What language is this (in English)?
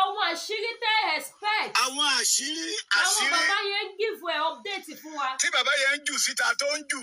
Yoruba